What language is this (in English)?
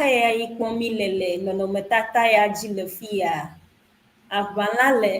Ewe